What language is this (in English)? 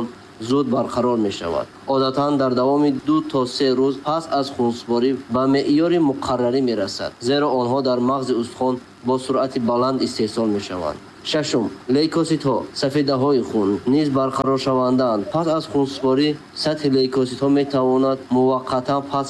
Tajik